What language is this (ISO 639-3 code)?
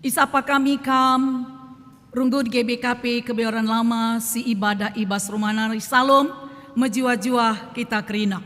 btx